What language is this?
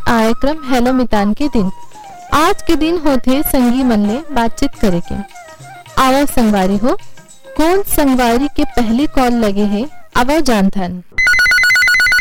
Chhattisgarhi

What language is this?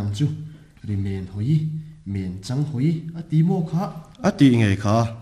Mizo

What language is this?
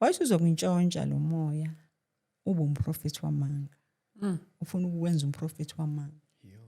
Zulu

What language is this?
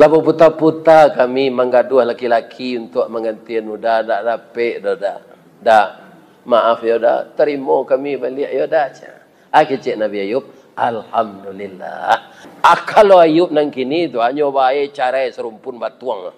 Minangkabau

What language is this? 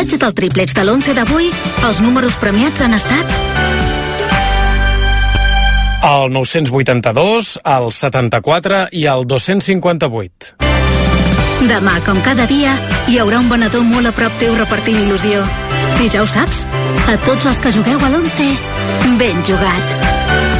Catalan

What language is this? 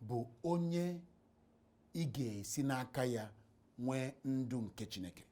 Igbo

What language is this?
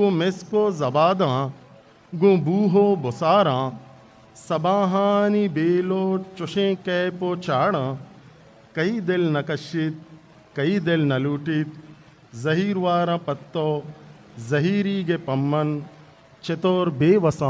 Eastern Balochi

